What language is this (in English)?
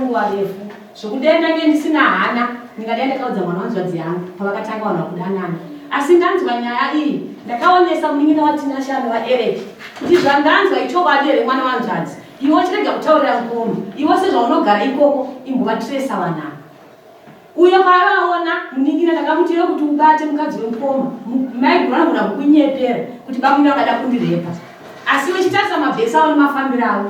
Shona